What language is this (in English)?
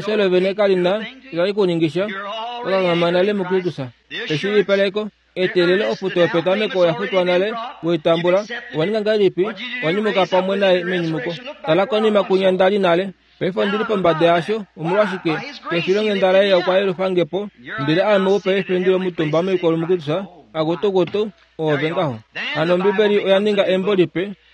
Kuanyama